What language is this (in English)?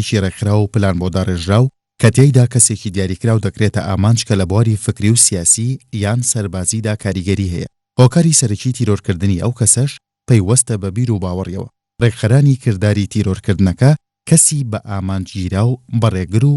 Central Kurdish